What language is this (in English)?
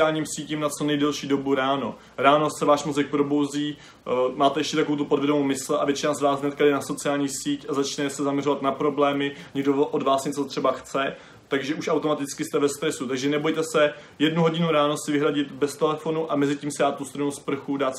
Czech